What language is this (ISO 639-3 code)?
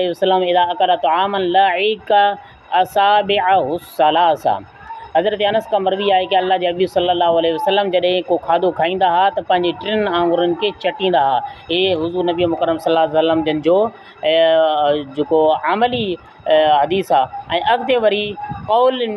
snd